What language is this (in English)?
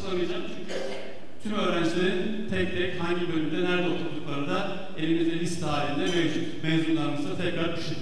Turkish